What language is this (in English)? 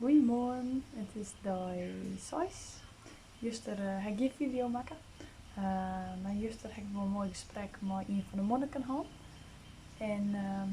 Western Frisian